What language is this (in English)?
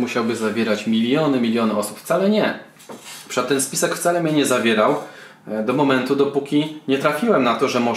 Polish